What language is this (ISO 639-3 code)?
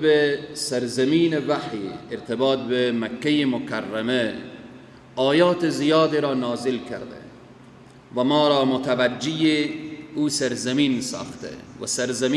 fas